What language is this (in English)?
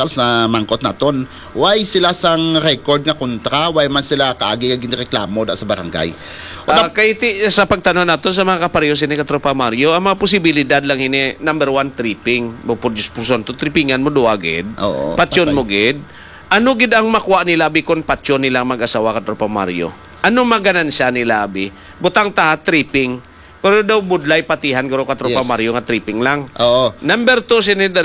Hiligaynon